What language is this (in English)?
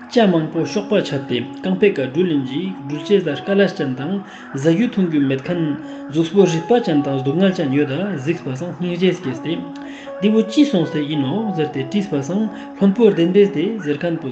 Ladakhi